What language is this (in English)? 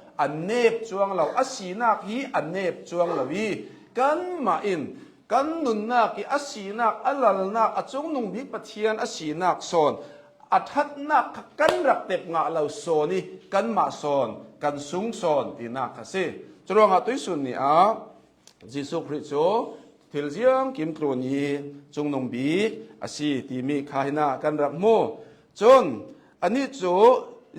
Hakha Chin